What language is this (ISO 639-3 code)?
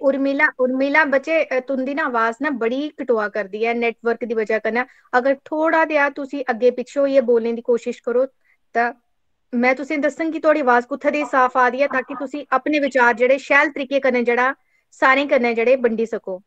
doi